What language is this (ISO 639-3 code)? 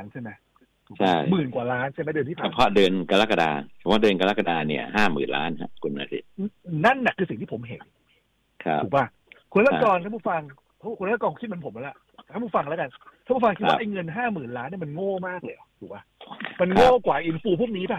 tha